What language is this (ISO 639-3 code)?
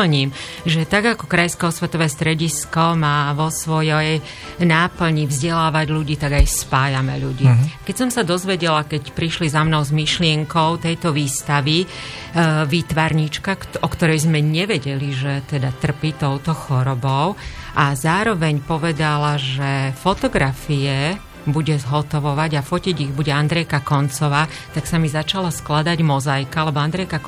slk